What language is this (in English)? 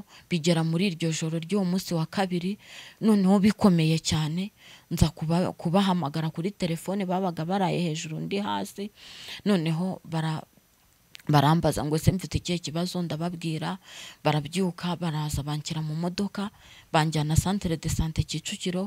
Kinyarwanda